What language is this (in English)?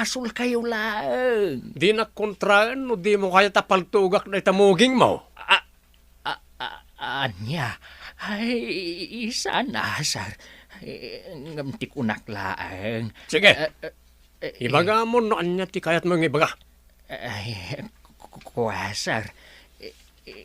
Iloko